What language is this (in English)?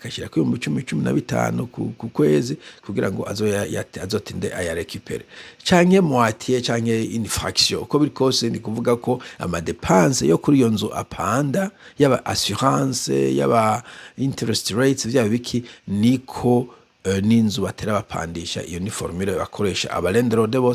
Rundi